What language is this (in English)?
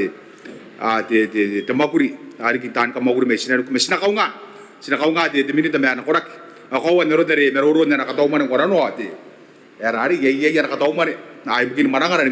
Gilbertese